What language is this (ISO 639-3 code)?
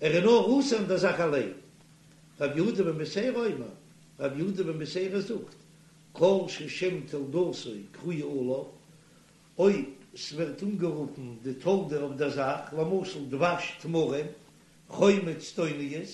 yid